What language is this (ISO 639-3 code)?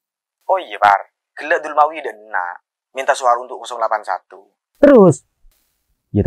mad